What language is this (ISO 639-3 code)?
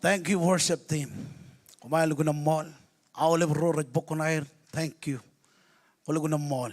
mah